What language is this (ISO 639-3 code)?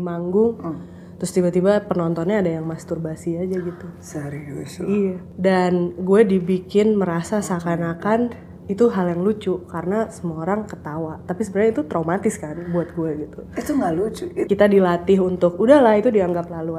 ind